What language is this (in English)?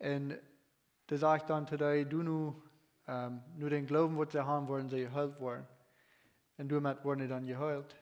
Plautdietsch